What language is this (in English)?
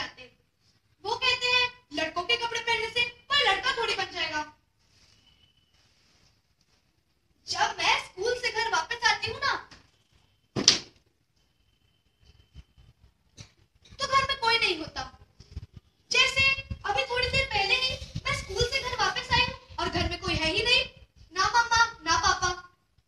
Hindi